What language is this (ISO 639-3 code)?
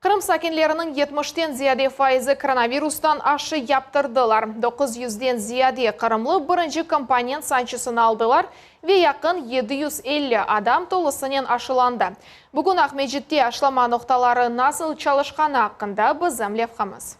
crh